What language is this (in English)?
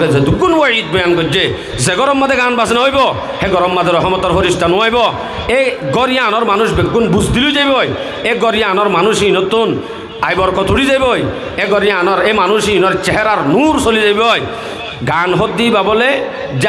Rohingya